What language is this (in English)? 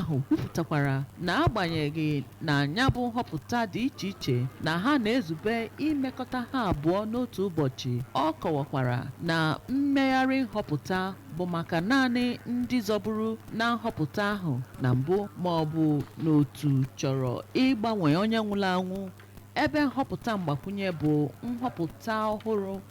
Igbo